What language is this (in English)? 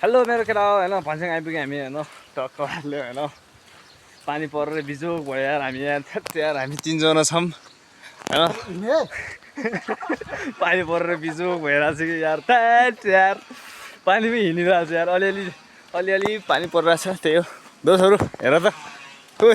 Nepali